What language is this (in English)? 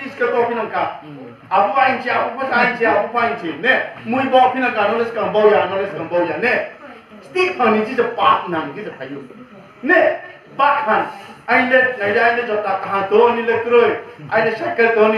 Riang (India)